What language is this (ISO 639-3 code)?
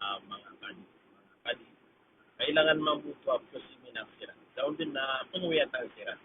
mrw